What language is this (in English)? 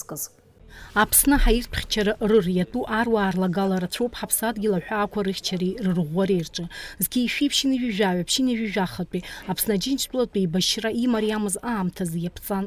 Abkhazian